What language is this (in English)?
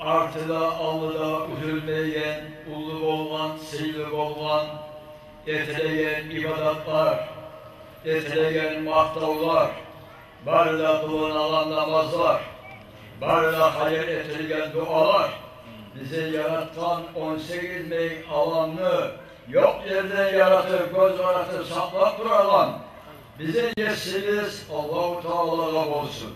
Kumyk